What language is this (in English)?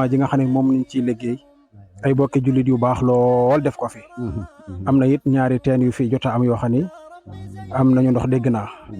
Wolof